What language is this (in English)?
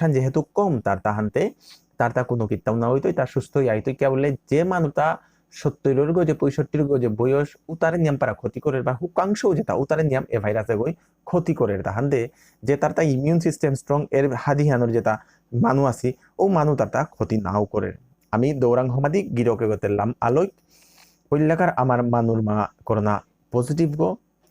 Bishnupriya